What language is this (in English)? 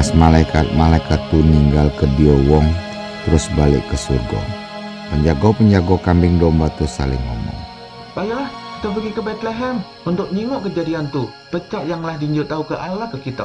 Musi